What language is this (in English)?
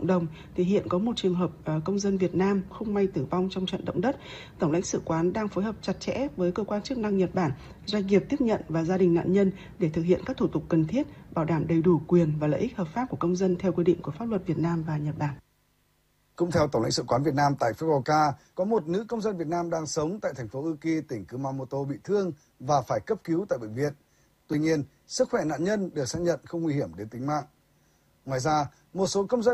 Vietnamese